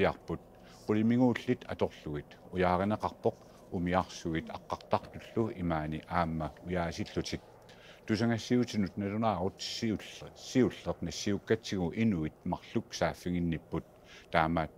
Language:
Kalaallisut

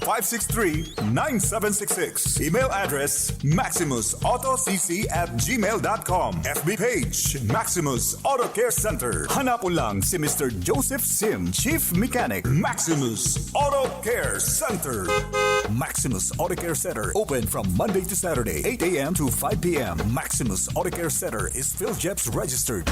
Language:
Bikol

